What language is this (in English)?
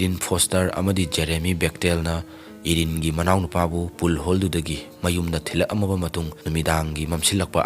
Manipuri